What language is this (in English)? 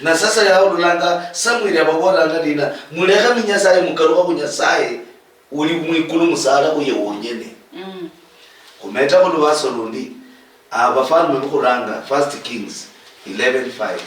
Luyia